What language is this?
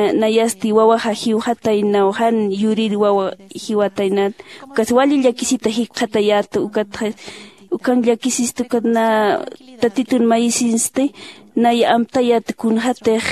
Aymara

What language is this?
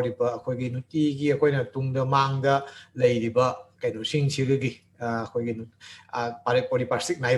Manipuri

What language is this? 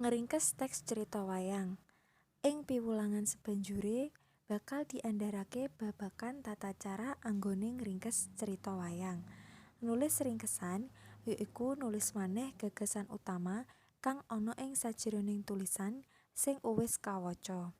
Javanese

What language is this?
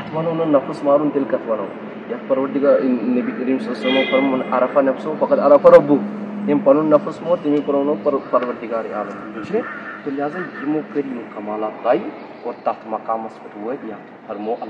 Kashmiri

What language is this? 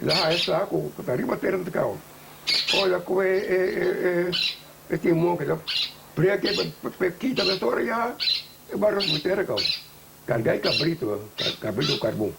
Papiamento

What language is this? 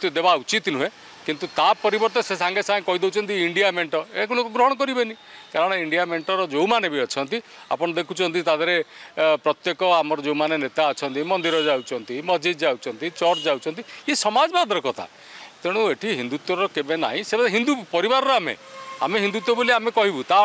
Odia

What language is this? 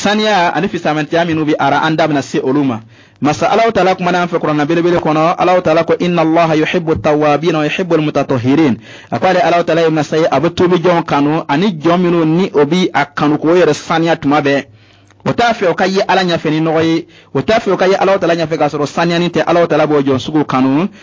Bambara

